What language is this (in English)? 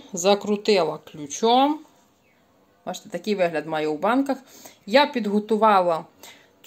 Ukrainian